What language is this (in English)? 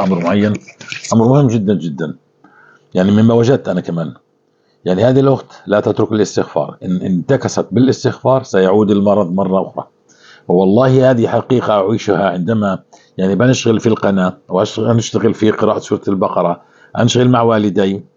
North Levantine Arabic